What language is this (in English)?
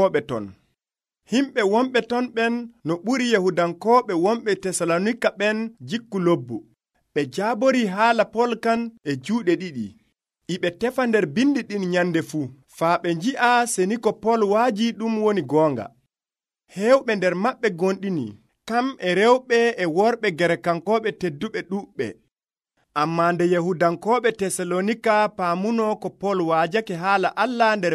Nigerian Fulfulde